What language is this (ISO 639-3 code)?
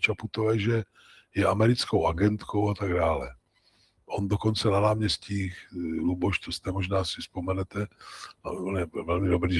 ces